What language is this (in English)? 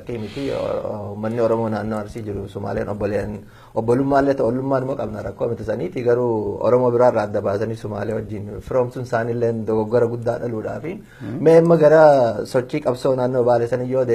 Oromo